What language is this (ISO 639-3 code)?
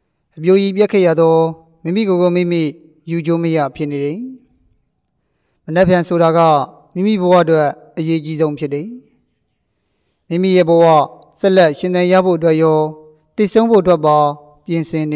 mya